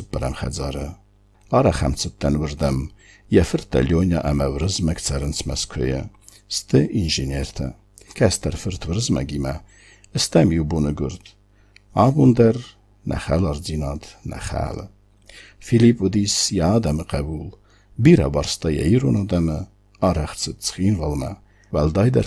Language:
Ossetic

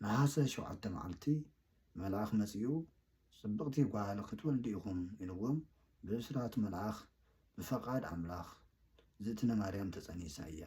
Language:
Tigrinya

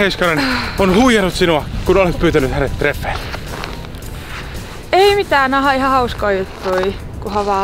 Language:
Finnish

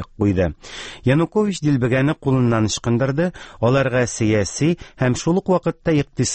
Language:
Tatar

